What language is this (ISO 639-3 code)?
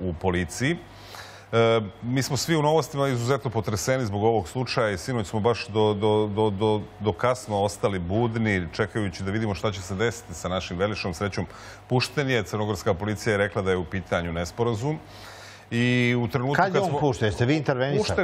srp